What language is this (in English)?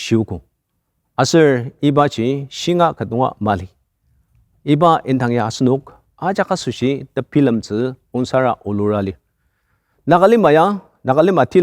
Ao Naga